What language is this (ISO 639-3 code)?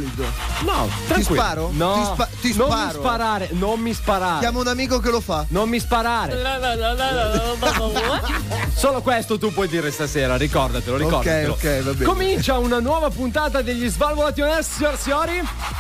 ita